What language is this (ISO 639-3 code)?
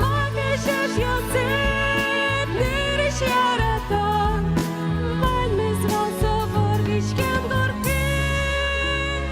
udm